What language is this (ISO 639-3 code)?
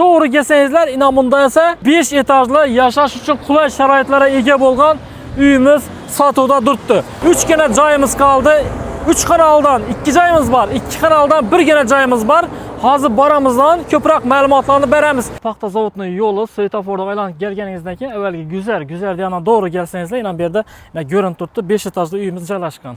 uzb